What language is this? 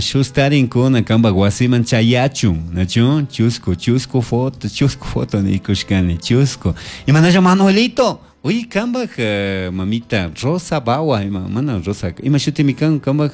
Chimborazo Highland Quichua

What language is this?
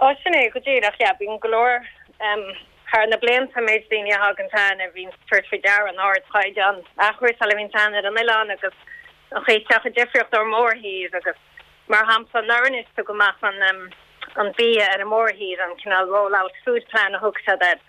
Irish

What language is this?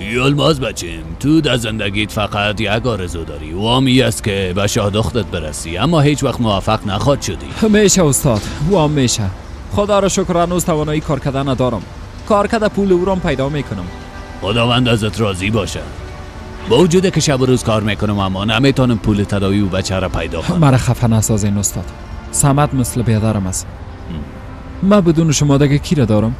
Persian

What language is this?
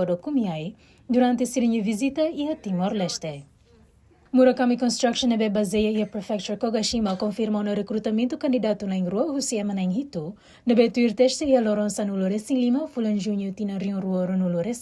Tetum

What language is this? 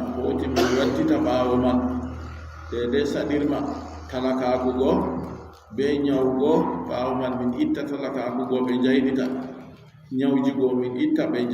Adamawa Fulfulde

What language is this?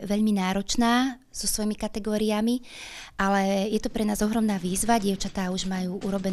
Slovak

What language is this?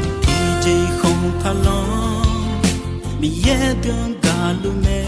Akha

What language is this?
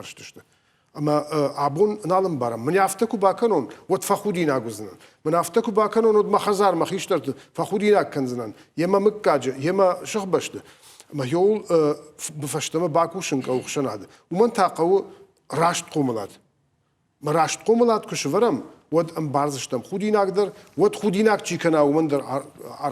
Ossetic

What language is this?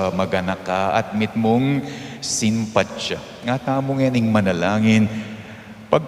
Pampanga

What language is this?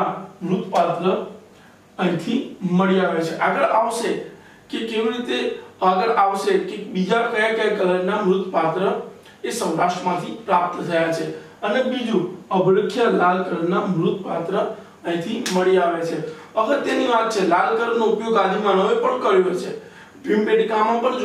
Gujarati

